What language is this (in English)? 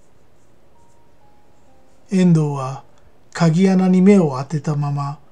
Japanese